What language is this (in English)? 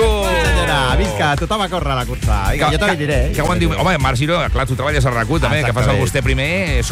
Catalan